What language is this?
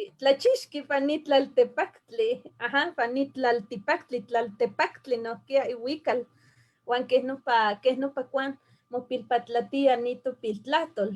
Eastern Huasteca Nahuatl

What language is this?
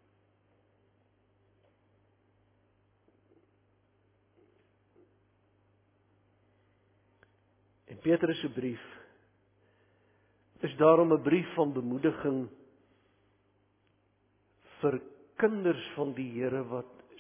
Afrikaans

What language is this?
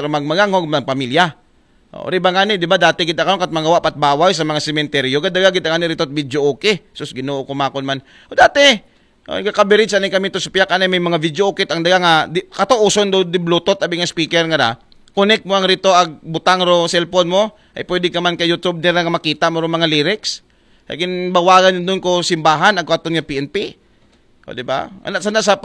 Aklanon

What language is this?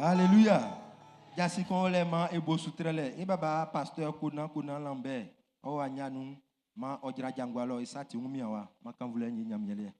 Baoulé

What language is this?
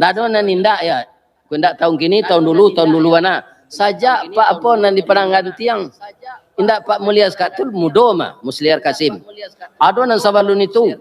Minangkabau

